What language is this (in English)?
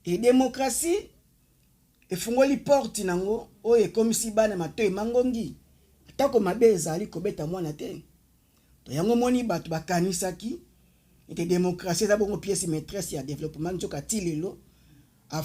Lingala